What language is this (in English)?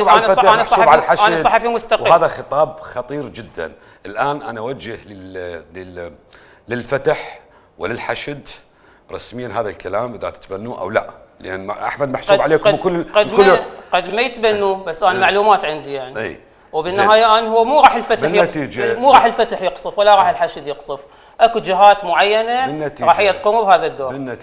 Mesopotamian Arabic